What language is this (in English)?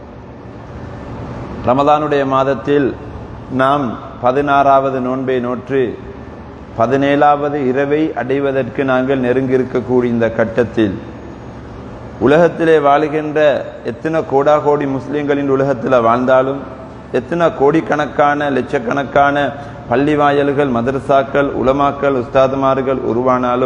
Tamil